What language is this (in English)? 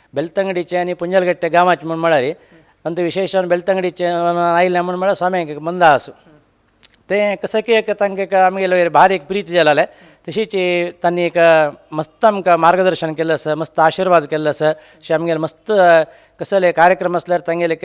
Konkani